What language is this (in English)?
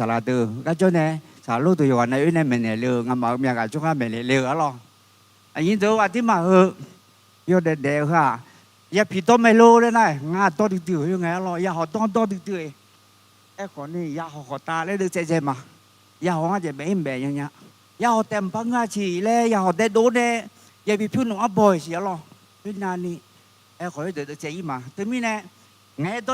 Akha